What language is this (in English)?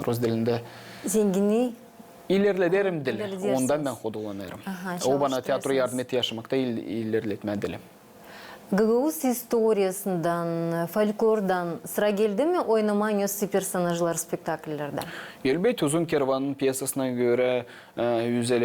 Gagauz